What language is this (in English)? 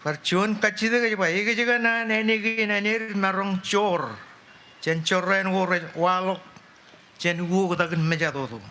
Marshallese